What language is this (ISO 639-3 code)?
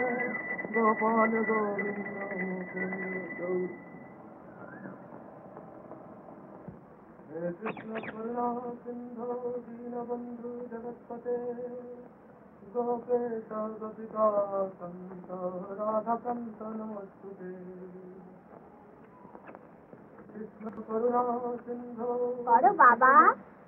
ben